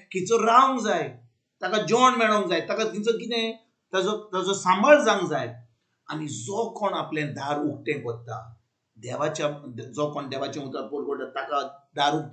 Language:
Konkani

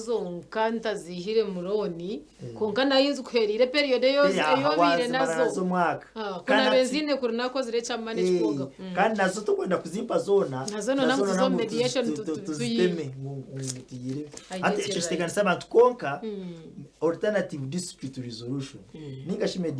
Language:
Nyankole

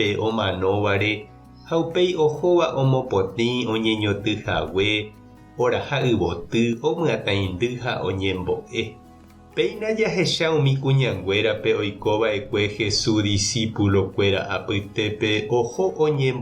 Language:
Guarani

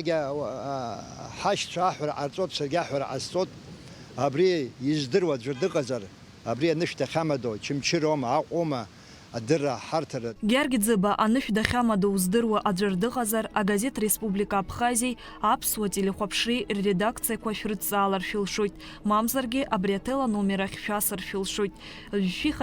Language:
Abkhazian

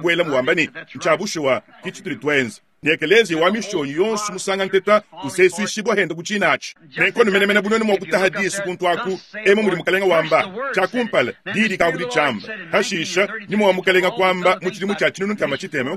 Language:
Luba-Lulua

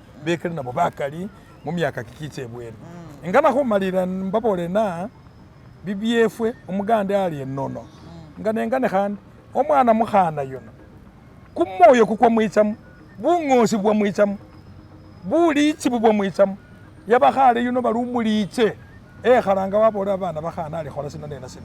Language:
Masaaba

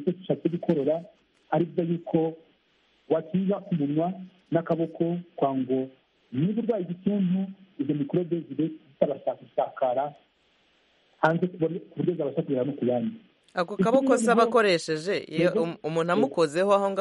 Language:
Kinyarwanda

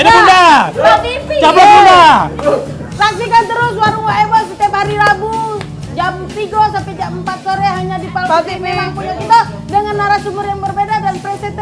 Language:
Musi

